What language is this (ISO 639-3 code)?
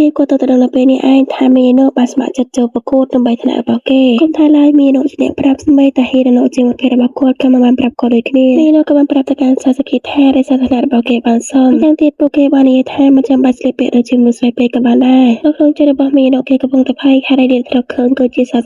khm